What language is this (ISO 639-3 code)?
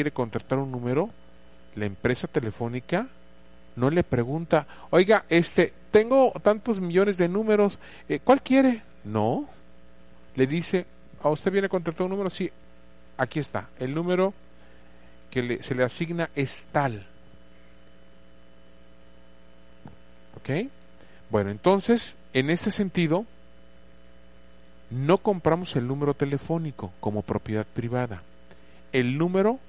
spa